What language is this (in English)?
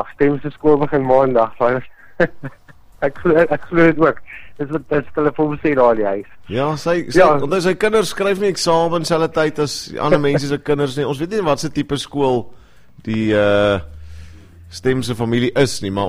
Afrikaans